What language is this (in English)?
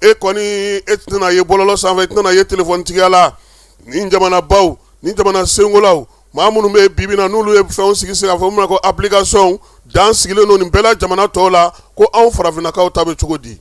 Bambara